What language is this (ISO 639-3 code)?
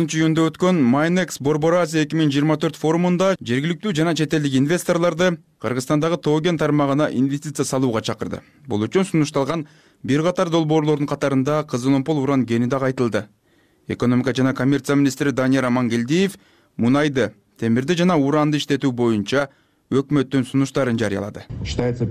kir